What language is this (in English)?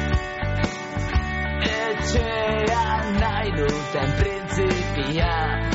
Basque